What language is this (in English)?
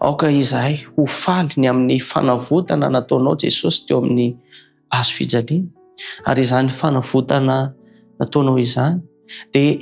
Malagasy